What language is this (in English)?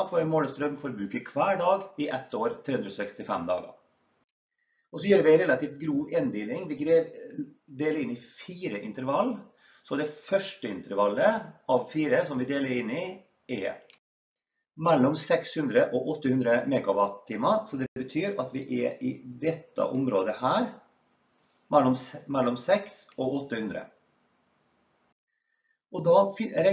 Norwegian